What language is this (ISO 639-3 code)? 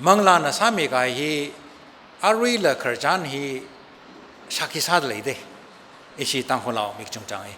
nmf